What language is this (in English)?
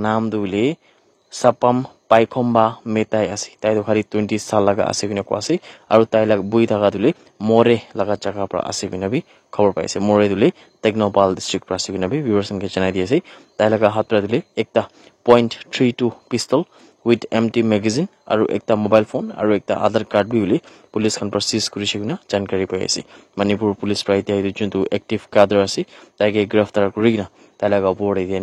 Naga Pidgin